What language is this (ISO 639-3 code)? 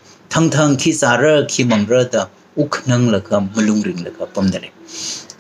nmf